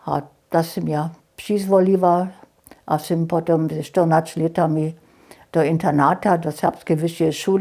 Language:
Upper Sorbian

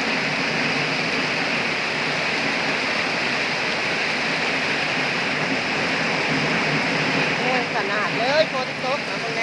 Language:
Lao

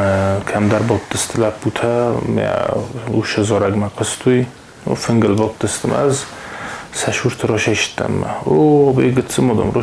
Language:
Ossetic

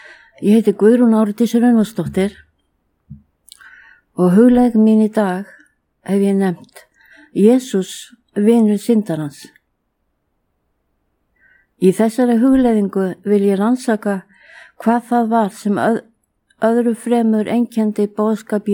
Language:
Icelandic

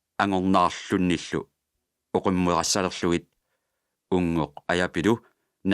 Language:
Kalaallisut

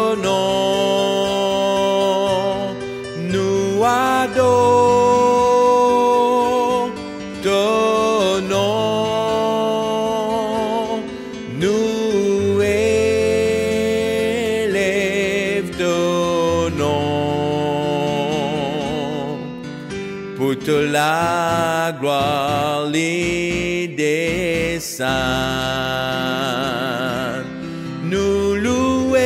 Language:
Morisyen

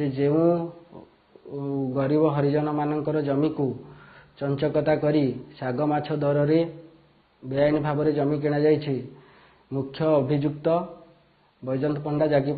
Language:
Odia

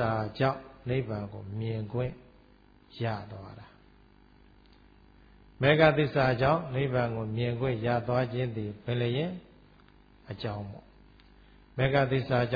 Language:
Burmese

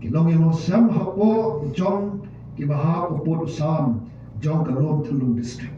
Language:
Khasi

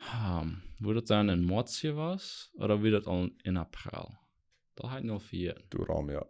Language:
Plautdietsch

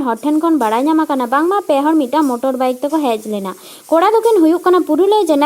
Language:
Santali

